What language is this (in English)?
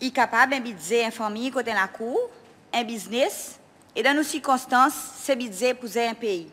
Seselwa Creole French